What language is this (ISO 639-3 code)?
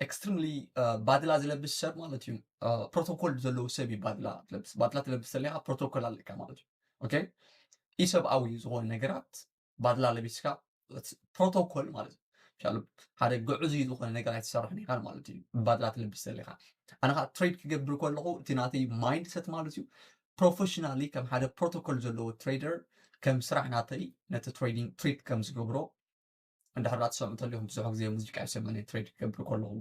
tir